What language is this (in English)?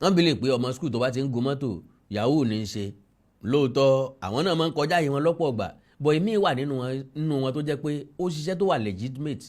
Yoruba